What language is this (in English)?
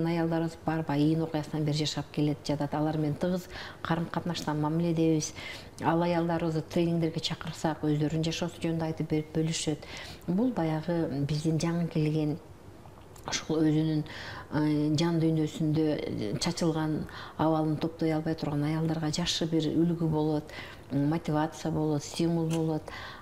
Kyrgyz